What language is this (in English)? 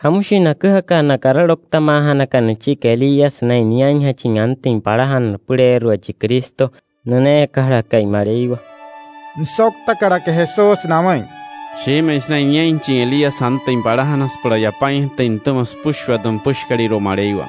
Wayuu